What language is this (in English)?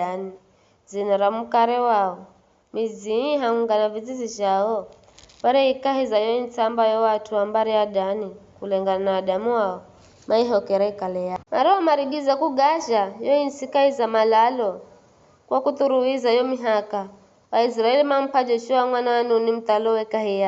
Giryama